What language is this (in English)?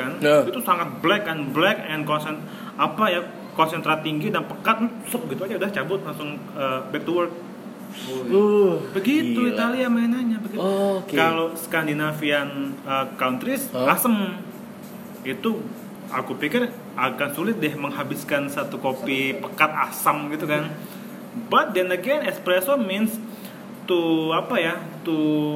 Indonesian